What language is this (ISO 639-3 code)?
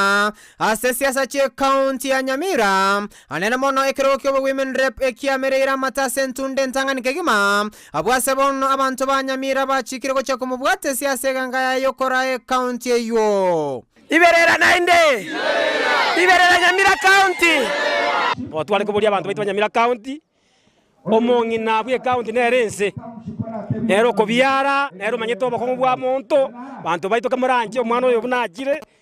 guz